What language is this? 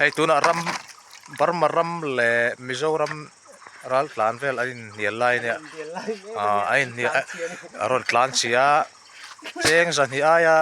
Mizo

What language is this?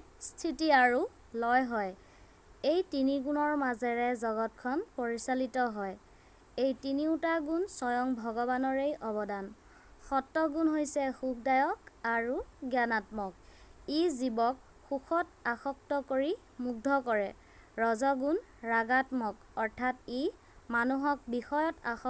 Assamese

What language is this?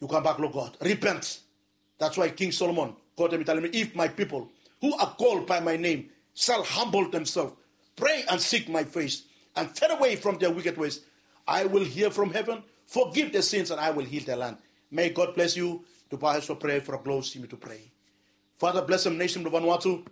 Bislama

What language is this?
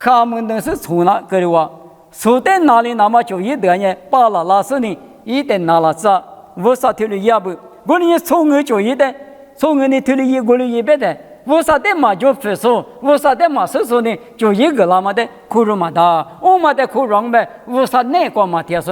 Lisu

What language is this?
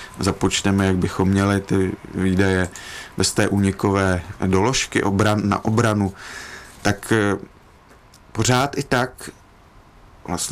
Czech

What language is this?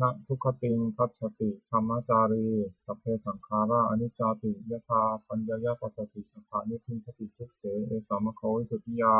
Pali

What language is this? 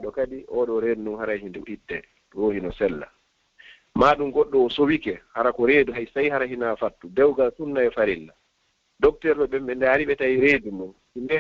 Fula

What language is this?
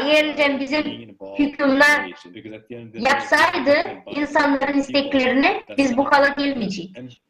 Gagauz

